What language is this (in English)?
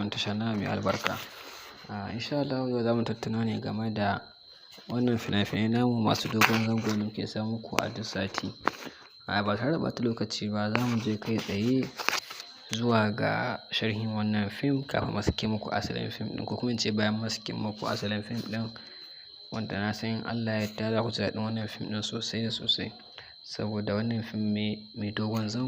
Hausa